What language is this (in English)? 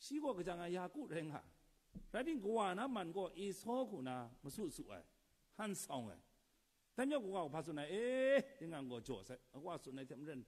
Kachin